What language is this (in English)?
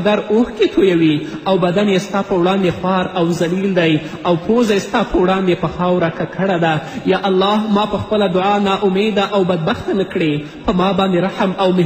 Pashto